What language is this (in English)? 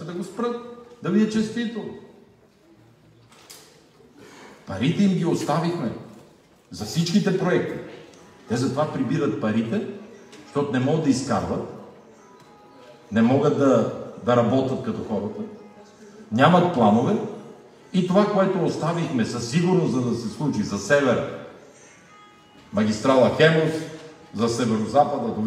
Bulgarian